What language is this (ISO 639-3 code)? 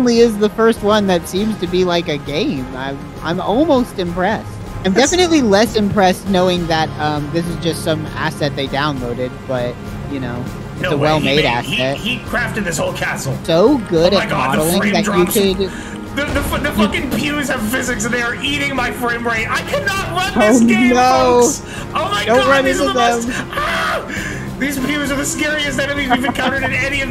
eng